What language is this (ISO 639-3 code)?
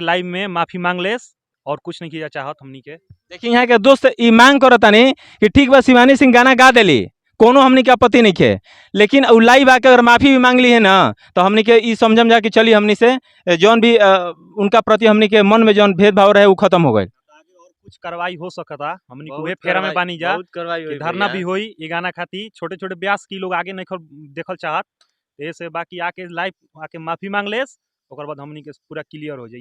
bho